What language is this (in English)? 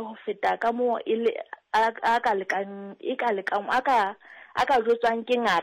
Southern Sotho